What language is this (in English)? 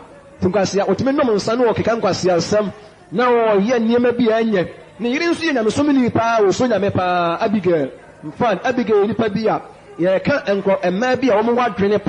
Akan